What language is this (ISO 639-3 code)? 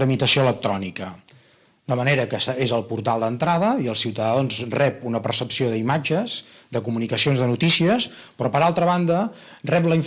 cat